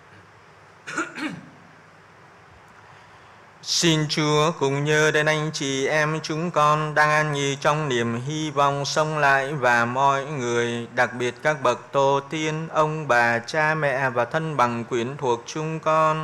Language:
Vietnamese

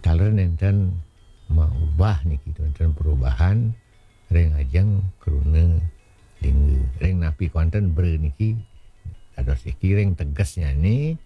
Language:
Balinese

